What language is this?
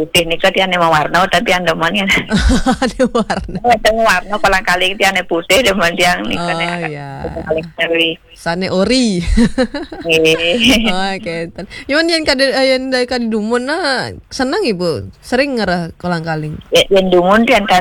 Balinese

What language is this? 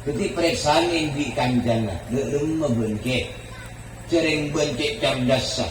Madurese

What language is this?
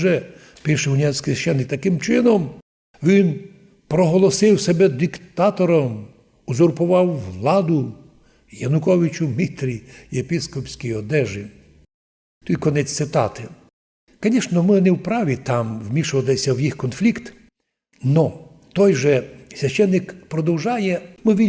Rusyn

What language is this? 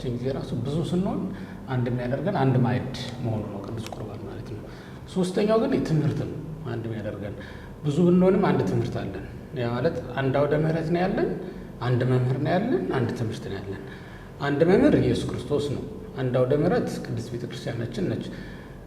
Amharic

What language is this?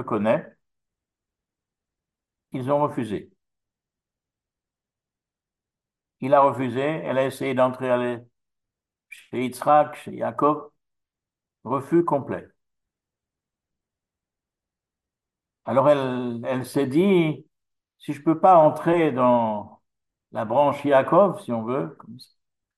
French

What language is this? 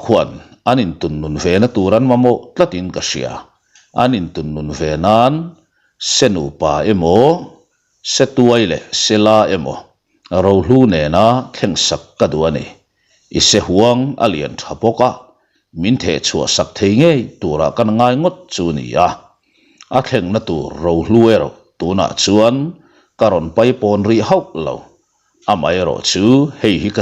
Mizo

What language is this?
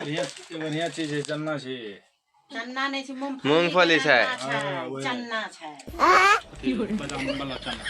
Maithili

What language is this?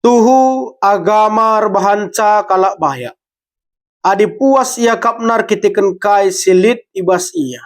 Batak Karo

